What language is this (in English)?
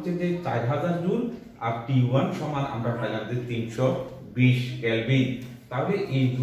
Bangla